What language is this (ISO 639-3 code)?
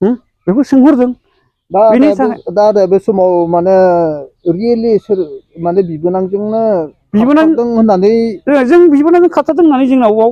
brx